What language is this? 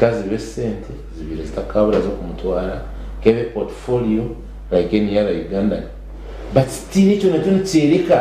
Nyankole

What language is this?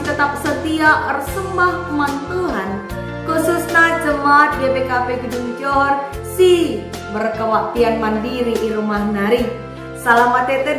Batak Karo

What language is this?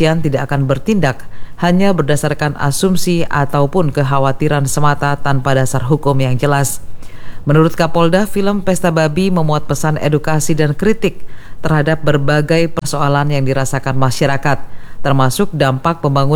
Indonesian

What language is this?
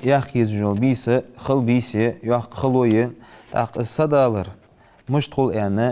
Ingush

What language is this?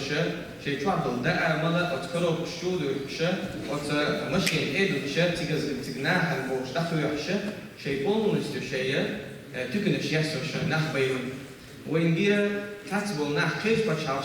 Chechen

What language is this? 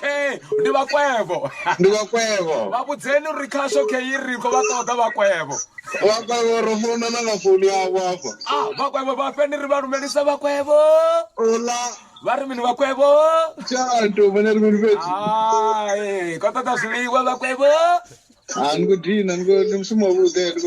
Venda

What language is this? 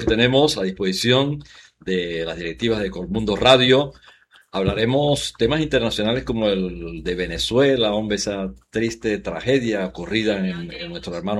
Spanish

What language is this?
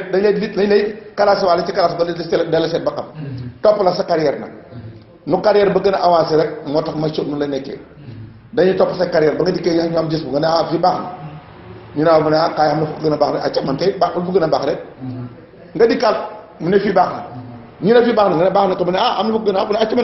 Wolof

